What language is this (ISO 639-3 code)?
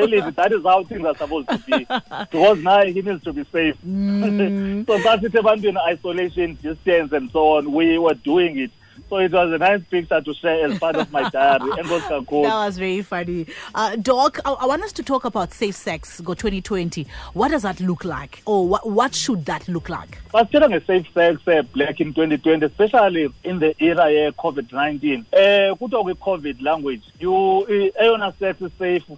xho